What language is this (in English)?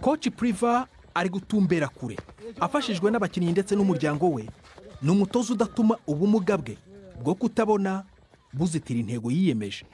Kinyarwanda